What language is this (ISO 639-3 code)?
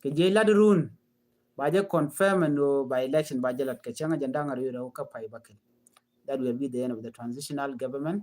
nus